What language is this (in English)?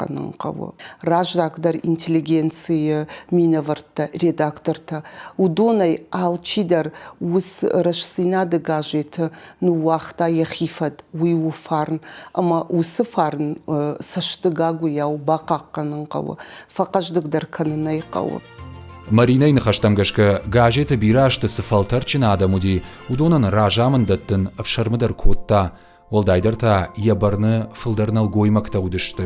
Ossetic